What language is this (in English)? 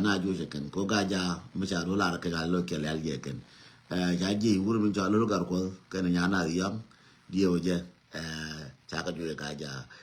Nuer